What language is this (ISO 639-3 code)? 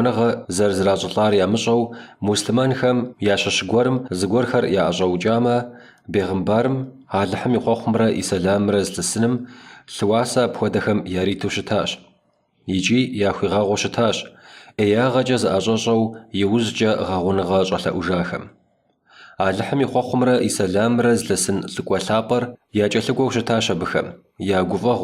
kbd